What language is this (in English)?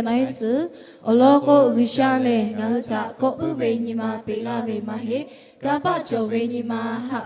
Lahu